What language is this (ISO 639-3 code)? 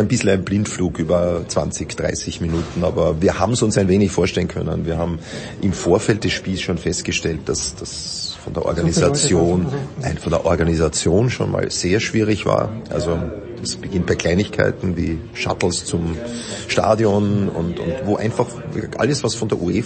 deu